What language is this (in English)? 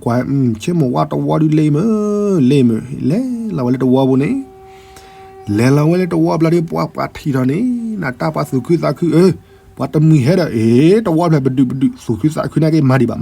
S'gaw Karen